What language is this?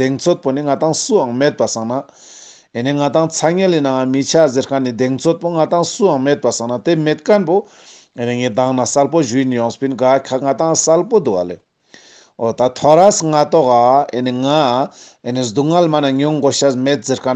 Ladakhi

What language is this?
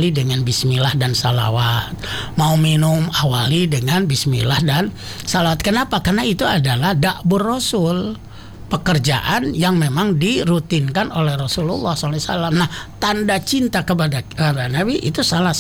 Indonesian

